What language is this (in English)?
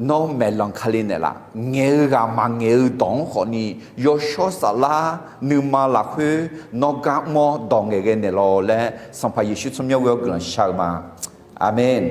Akha